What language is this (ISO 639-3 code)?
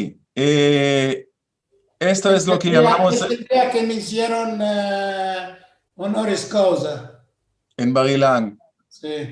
lad